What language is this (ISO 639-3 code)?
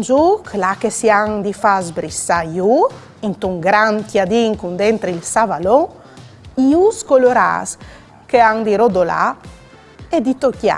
fur